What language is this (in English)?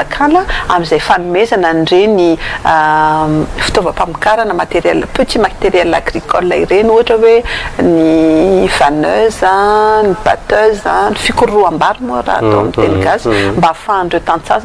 Malagasy